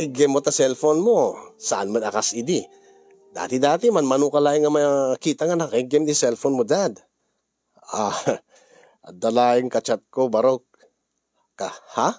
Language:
Iloko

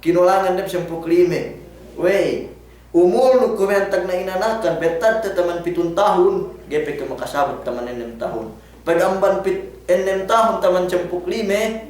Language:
Yakan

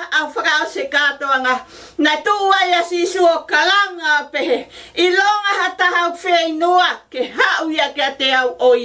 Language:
Tongan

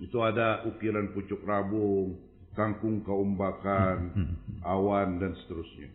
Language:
Banjar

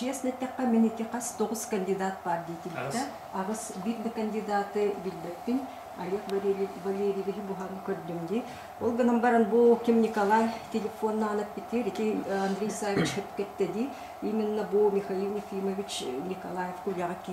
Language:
Yakut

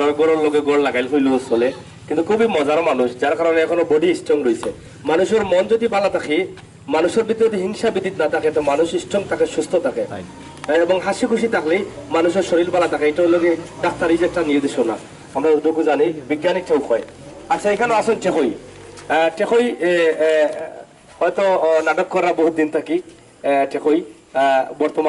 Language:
Sylheti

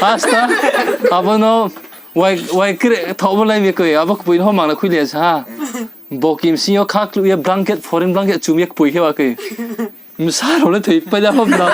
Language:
Riang (India)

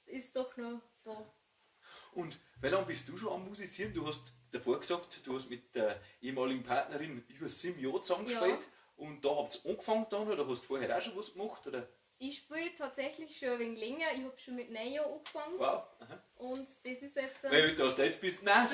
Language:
Bavarian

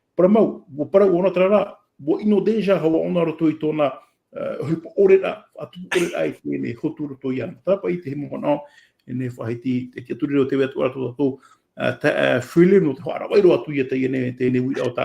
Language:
Tahitian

